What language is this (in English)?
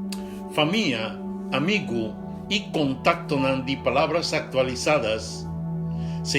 Papiamento